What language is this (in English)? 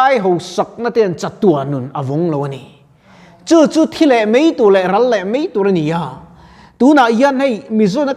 Mizo